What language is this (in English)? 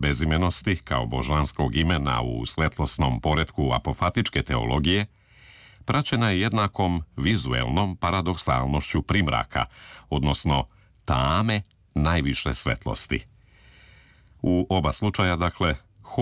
Serbian